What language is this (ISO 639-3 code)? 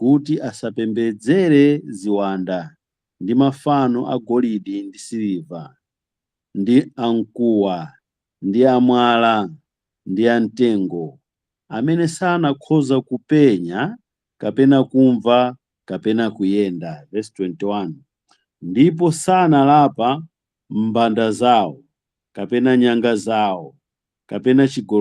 nya